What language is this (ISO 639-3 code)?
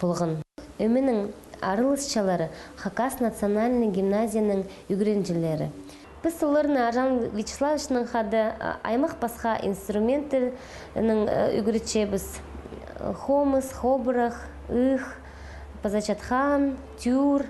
kjh